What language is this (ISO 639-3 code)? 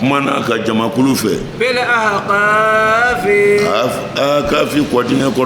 bam